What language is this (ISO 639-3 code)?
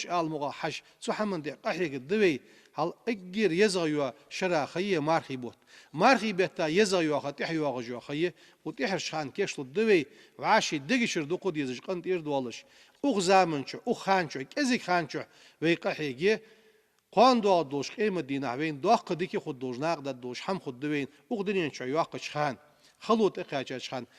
inh